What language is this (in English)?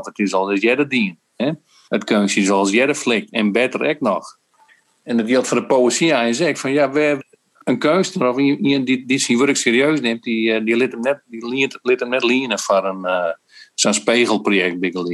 Western Frisian